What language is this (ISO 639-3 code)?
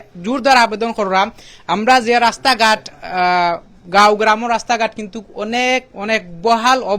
syl